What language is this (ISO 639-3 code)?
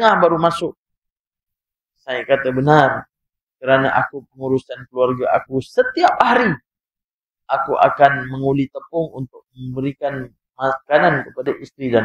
msa